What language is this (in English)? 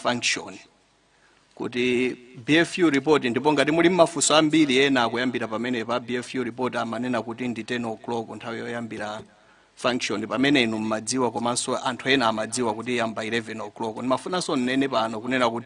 Nyanja